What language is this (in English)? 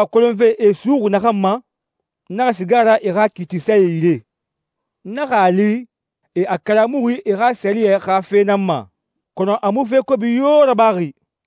Susu